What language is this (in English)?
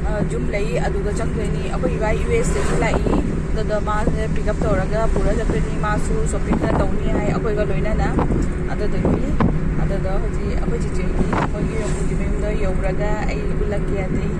Manipuri